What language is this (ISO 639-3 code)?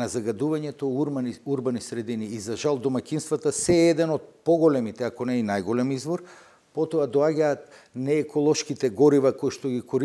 mkd